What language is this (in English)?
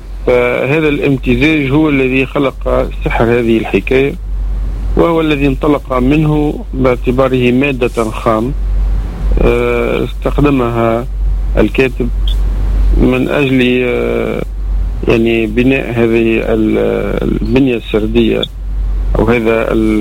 Tunisian Arabic